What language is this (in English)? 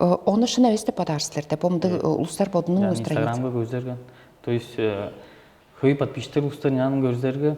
Tuvinian